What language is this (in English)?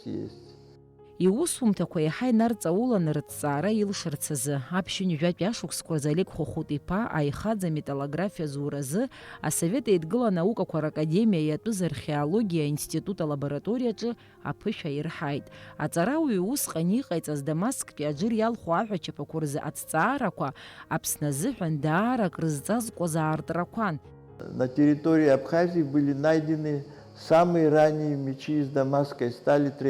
Abkhazian